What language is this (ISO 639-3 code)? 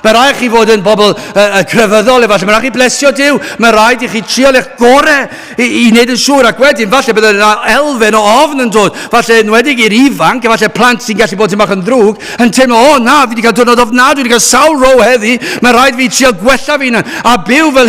cym